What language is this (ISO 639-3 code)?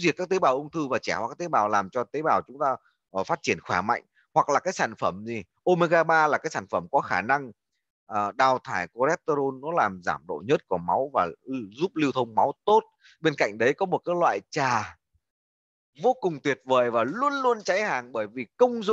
vie